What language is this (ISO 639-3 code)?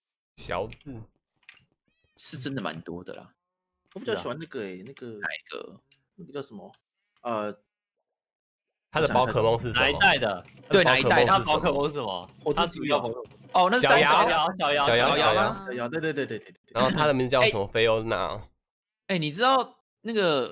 zho